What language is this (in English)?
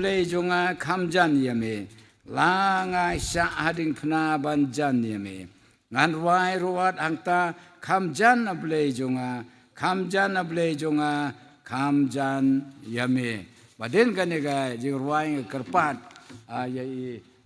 Khasi